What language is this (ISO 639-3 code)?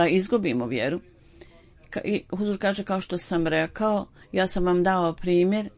bos